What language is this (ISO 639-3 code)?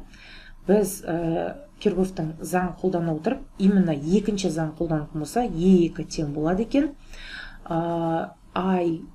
kaz